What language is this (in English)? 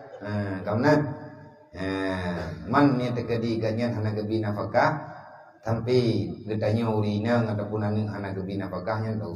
Achinese